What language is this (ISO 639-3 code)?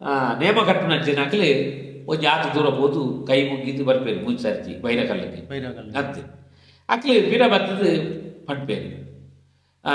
tcy